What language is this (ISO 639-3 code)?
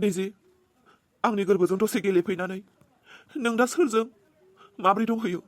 brx